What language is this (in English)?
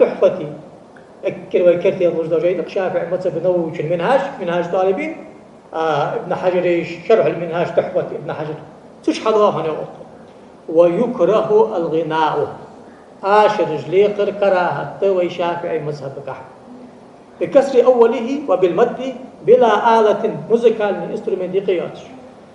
Ingush